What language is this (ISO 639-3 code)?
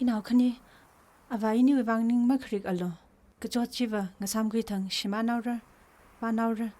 nmf